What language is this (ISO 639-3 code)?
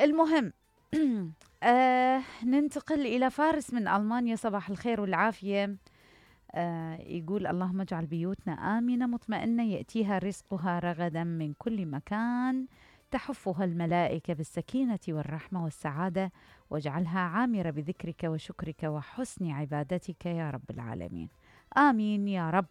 acm